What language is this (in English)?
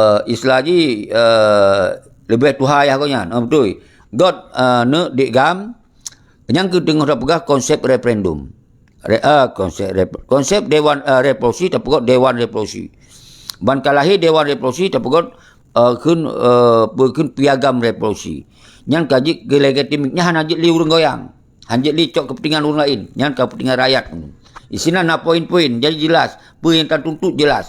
Achinese